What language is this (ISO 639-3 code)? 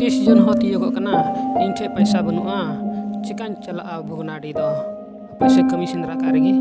sat